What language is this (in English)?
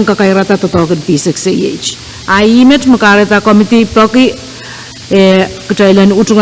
Pohnpeian